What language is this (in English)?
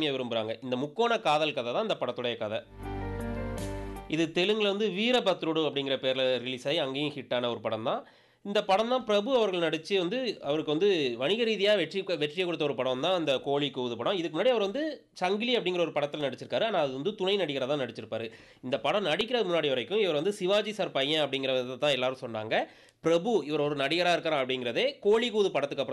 Tamil